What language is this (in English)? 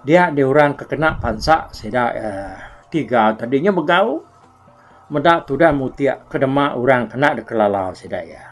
Iban